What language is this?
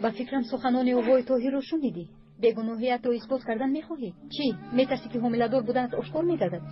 Tajik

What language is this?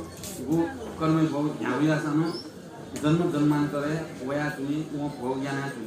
Newari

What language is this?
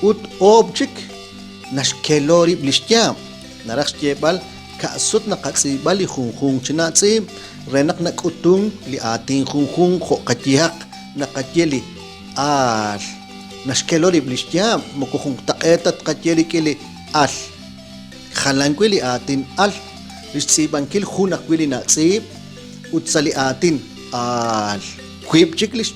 Kekchí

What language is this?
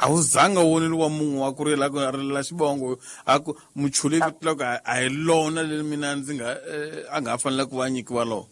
Tsonga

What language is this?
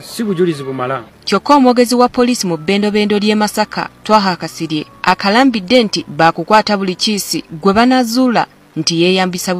Ganda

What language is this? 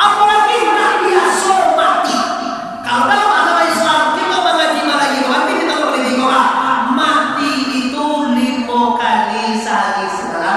Minangkabau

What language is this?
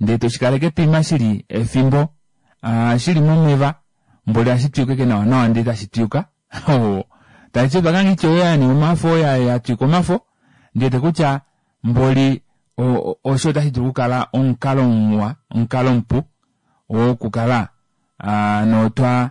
Kuanyama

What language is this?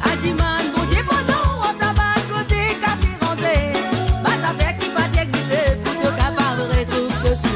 Morisyen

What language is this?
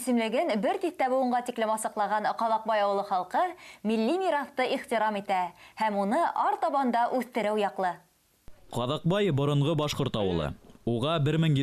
Bashkir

